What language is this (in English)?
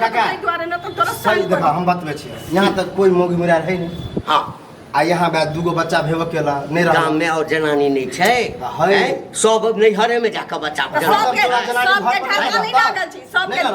Maithili